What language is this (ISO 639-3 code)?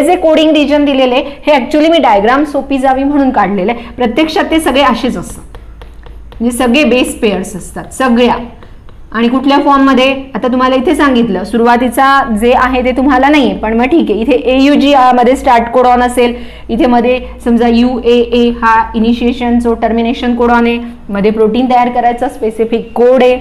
mar